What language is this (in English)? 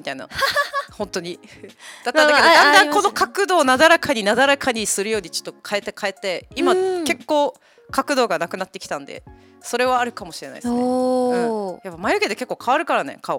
Japanese